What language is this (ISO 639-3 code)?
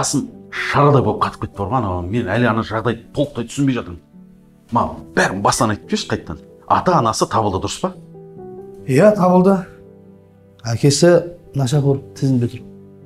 kaz